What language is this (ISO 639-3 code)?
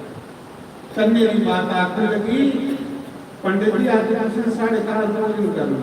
doi